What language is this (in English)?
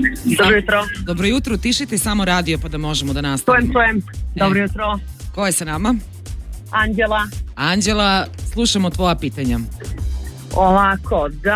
Serbian